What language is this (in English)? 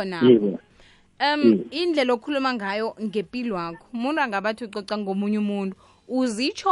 South Ndebele